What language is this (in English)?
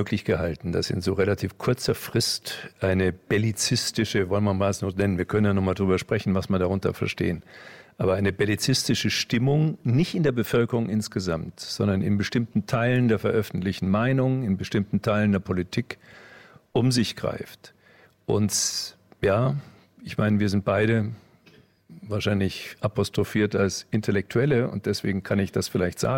German